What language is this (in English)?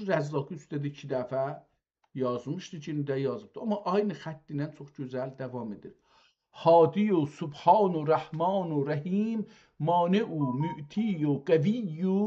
South Azerbaijani